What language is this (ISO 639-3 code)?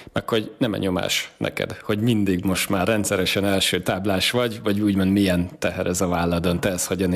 hun